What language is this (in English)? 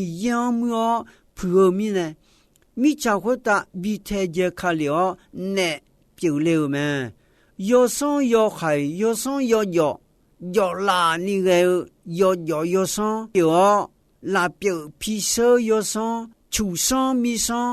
Akha